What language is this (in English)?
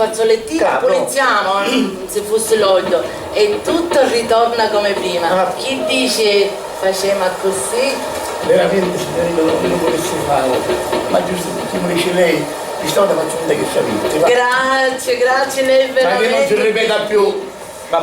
Sicilian